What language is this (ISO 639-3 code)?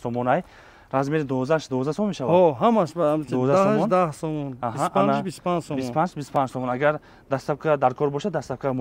tgk